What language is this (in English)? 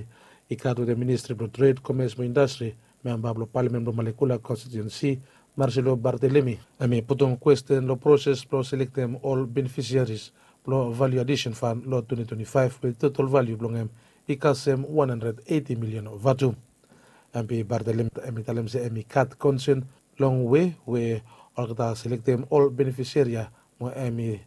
Bislama